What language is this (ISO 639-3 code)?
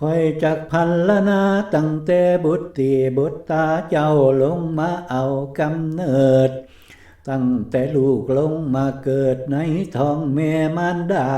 lao